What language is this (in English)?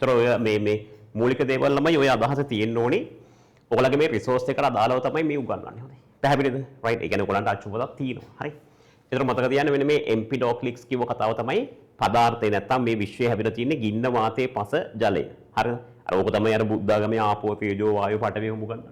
Sinhala